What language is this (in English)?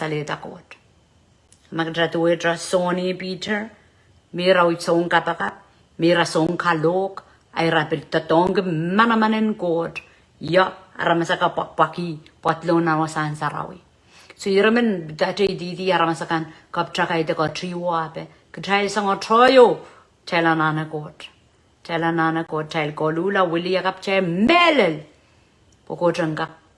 Pohnpeian